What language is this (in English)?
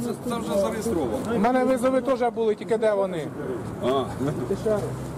Ukrainian